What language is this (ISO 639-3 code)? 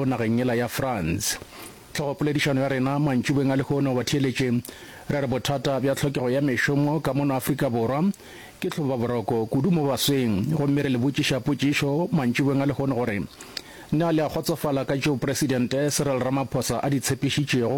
nso